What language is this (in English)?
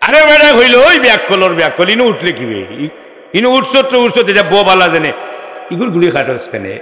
Sylheti